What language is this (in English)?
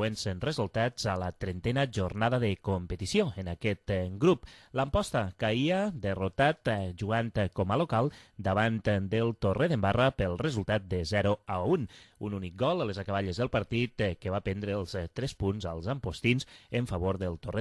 Catalan